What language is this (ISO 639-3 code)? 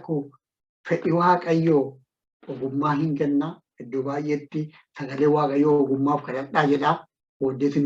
orm